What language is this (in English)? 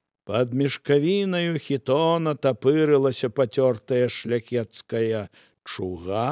Belarusian